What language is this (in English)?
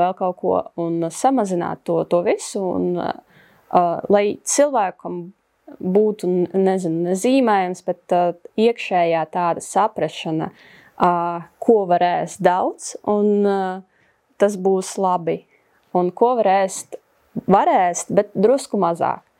Latvian